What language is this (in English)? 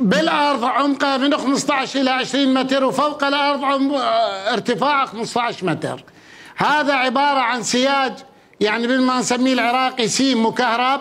Mesopotamian Arabic